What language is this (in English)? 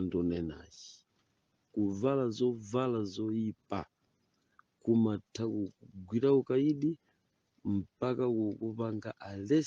Nyanja